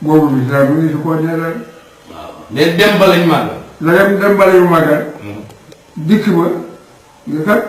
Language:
Wolof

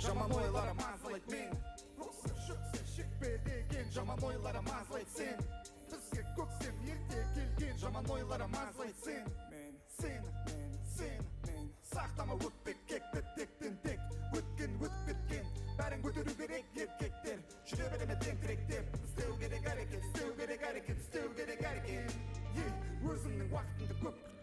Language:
Kara-Kalpak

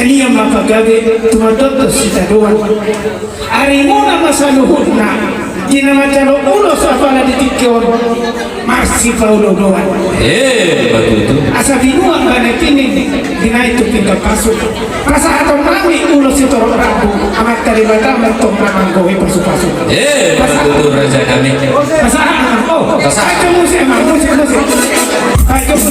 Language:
Batak Toba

